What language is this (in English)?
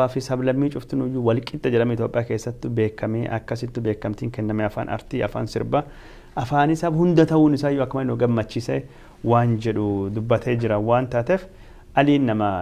Oromo